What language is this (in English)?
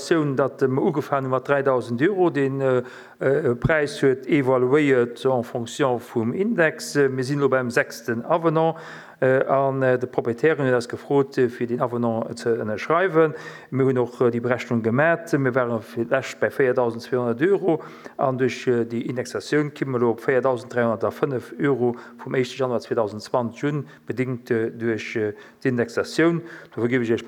Luxembourgish